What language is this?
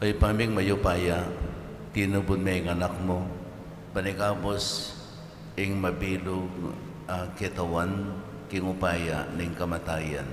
Pampanga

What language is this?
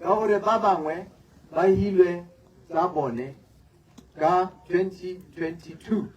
Tswana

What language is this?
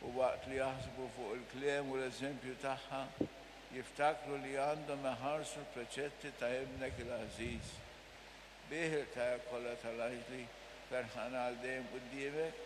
Maltese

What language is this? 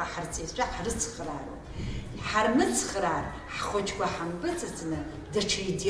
Abkhazian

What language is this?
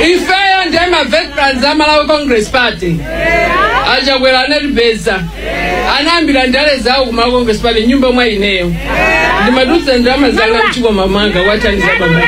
Nyanja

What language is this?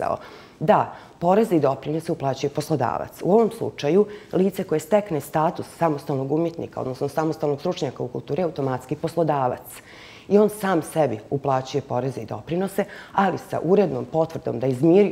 Bosnian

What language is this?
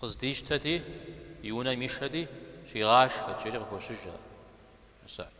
Kabardian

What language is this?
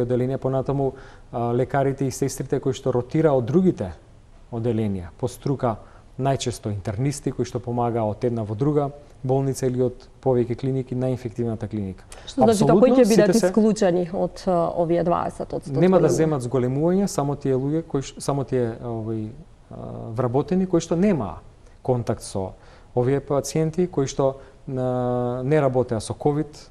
Macedonian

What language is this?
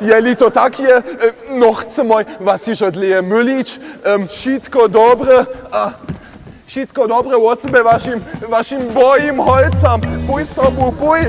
Upper Sorbian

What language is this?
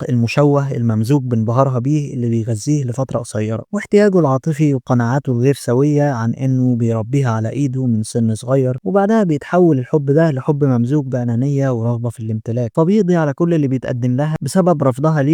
Egyptian Arabic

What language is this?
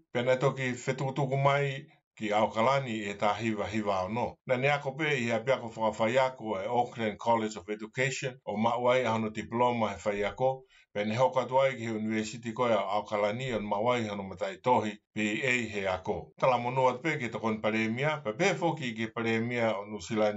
Tongan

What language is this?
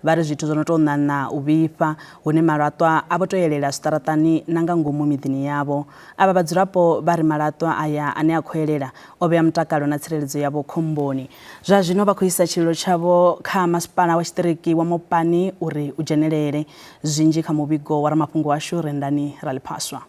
Venda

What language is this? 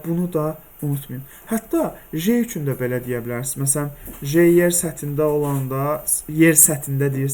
Azerbaijani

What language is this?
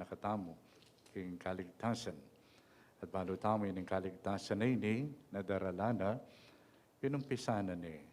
Pampanga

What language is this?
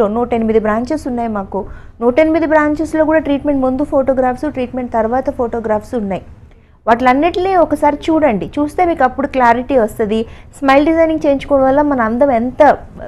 Telugu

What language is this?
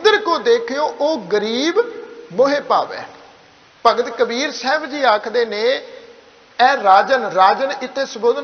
Punjabi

